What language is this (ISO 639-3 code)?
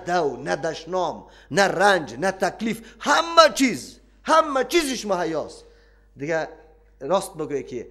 fas